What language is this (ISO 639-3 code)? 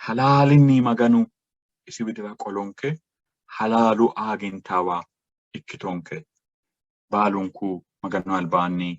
sid